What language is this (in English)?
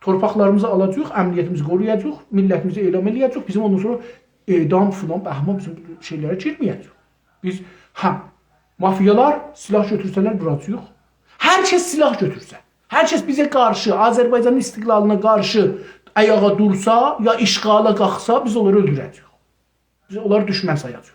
South Azerbaijani